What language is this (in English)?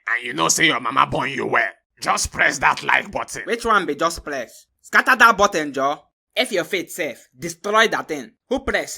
Nigerian Pidgin